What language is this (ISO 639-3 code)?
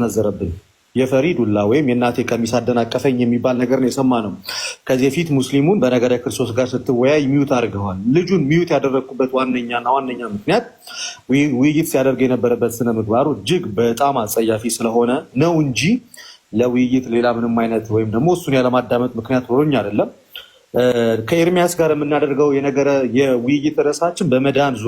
amh